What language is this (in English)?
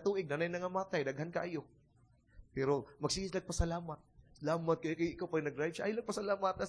Cebuano